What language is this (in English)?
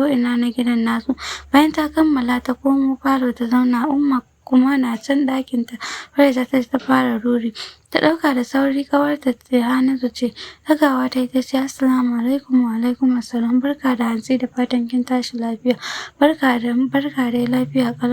Hausa